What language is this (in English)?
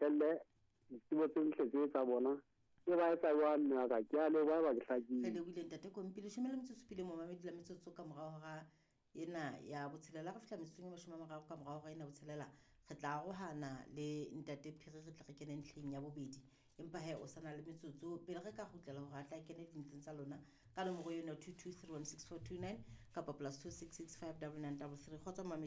Southern Sotho